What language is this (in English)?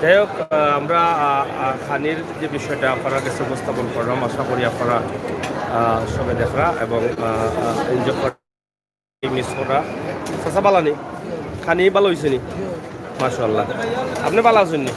Sylheti